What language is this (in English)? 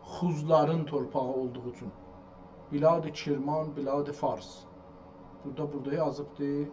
South Azerbaijani